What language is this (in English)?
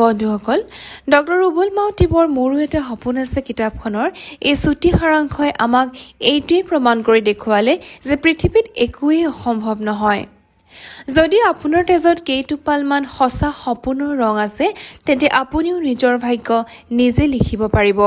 Assamese